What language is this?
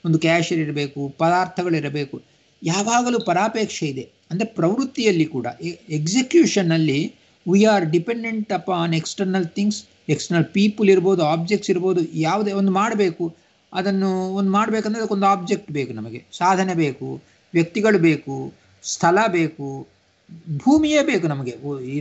Kannada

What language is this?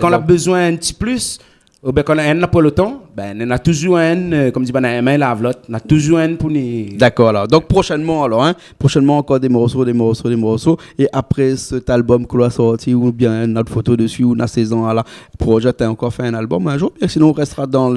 Réunion Creole French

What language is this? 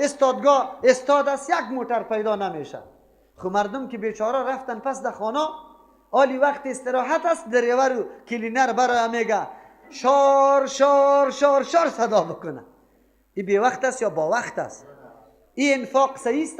Persian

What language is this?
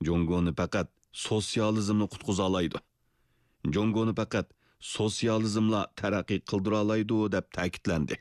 Uyghur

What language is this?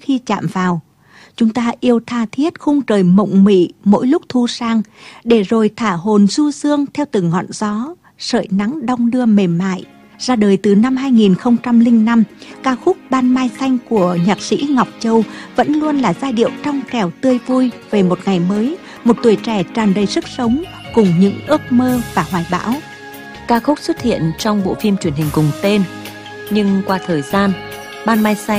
Vietnamese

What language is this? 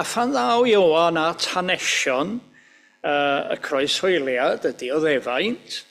Welsh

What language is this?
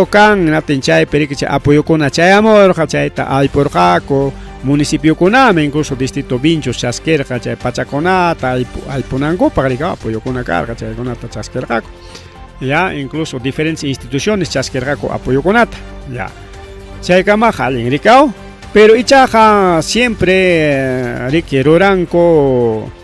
Ayacucho Quechua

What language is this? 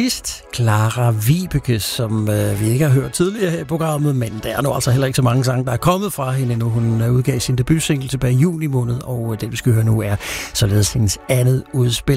Danish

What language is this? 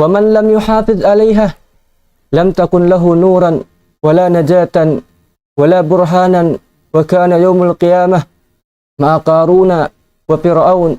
Tausug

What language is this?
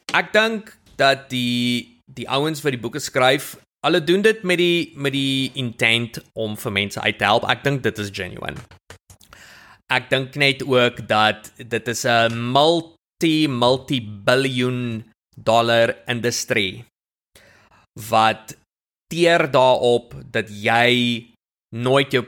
Afrikaans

